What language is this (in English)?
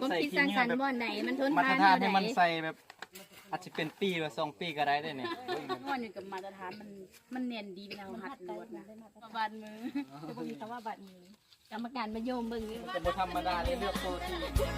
Lao